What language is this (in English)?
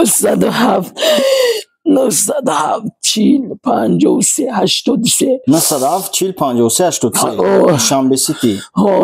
Tajik